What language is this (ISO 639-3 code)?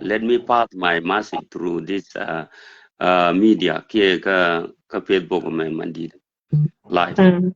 nus